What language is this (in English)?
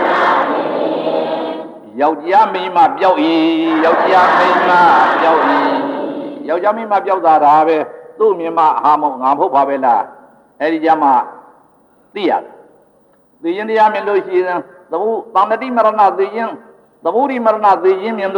Burmese